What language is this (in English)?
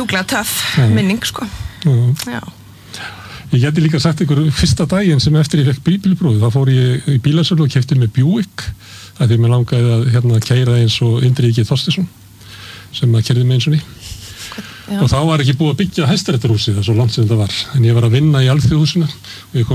Icelandic